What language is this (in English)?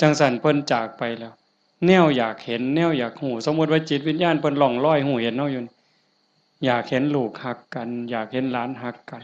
Northeastern Thai